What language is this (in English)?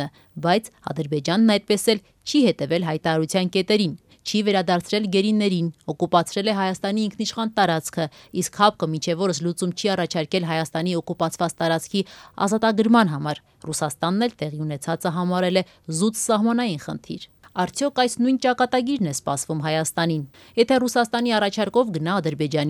Armenian